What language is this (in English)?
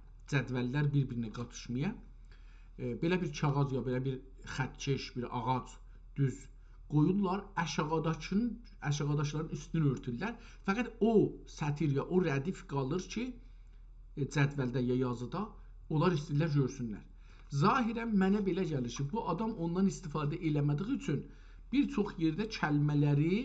South Azerbaijani